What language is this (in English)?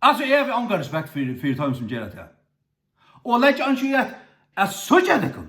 Faroese